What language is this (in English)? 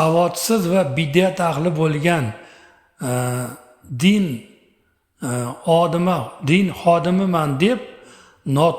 Uzbek